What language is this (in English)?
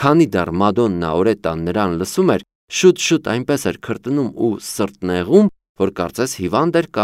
Armenian